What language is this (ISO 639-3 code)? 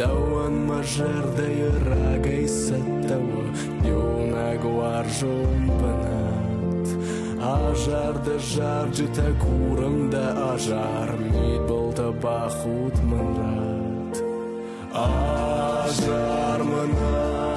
oss